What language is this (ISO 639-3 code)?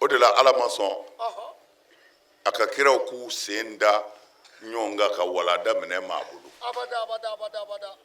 bam